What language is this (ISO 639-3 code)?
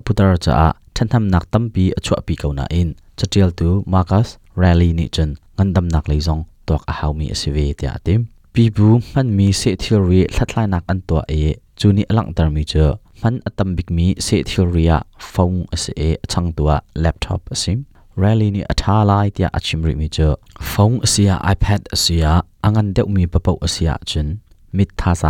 cnh